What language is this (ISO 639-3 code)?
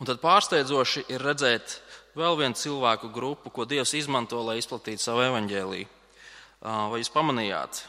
lav